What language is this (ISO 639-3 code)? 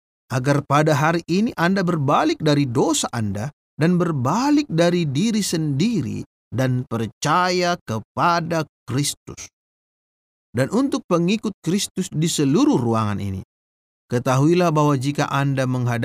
ind